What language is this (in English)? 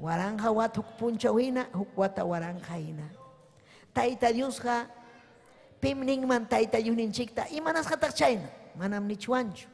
Ayacucho Quechua